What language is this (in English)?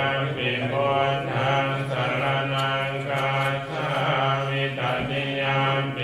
Pali